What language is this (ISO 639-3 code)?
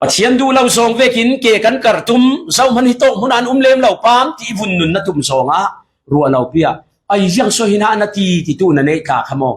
cfm